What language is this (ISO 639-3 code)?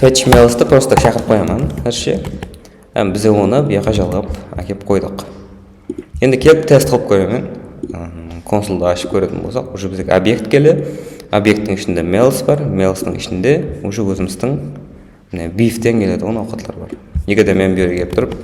kaa